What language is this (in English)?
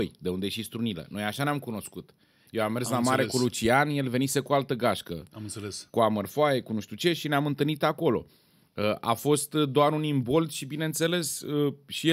Romanian